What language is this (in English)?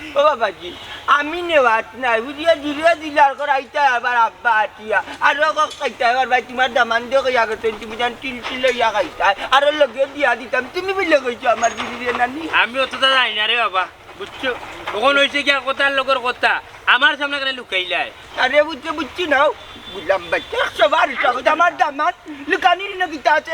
Sylheti